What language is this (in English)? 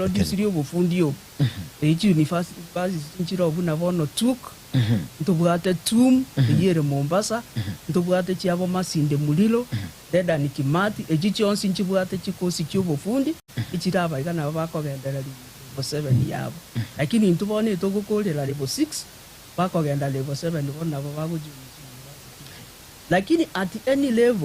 Gusii